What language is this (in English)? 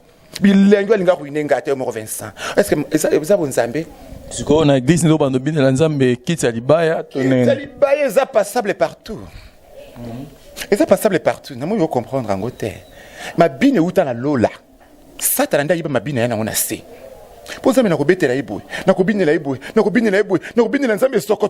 Lingala